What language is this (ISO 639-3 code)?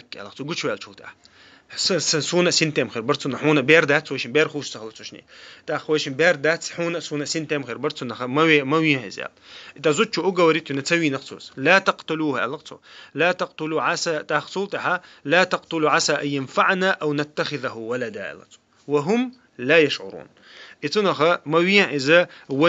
che